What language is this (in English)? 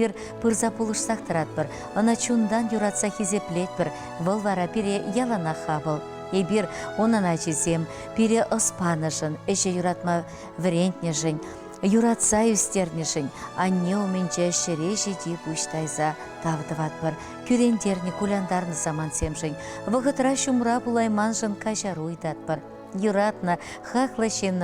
Chuvash